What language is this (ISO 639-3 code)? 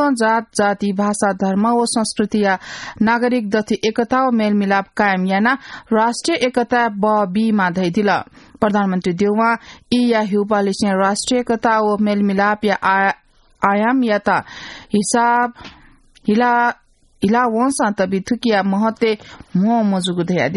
new